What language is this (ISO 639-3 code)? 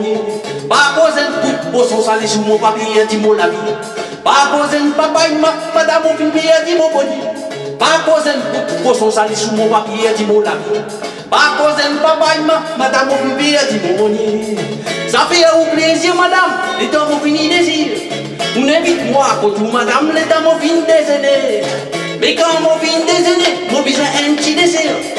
rcf